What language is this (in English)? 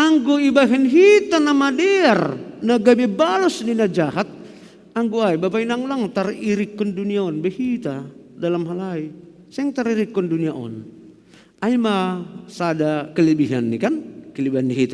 Batak Simalungun